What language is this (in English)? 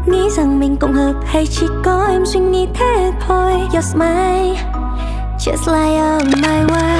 Vietnamese